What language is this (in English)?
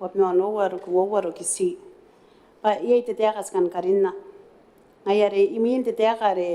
Gilbertese